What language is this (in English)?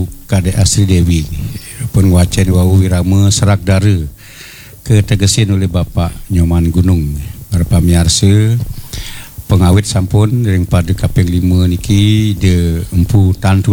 Balinese